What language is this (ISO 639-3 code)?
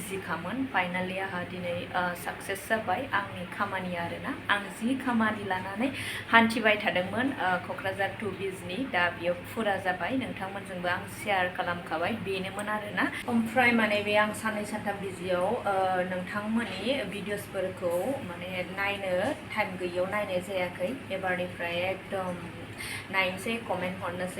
brx